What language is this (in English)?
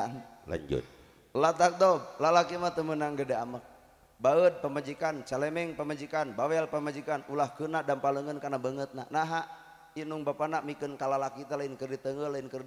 Sundanese